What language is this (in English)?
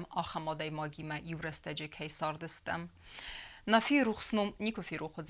Ossetic